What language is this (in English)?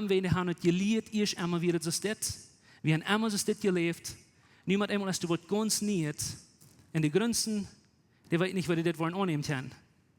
Plautdietsch